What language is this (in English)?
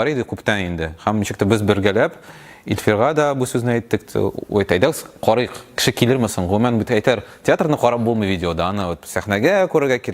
Tatar